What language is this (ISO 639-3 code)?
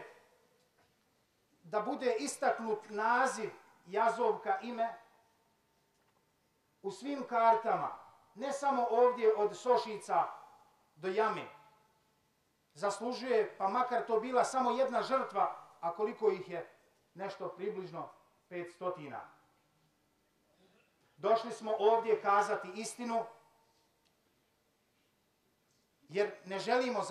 bos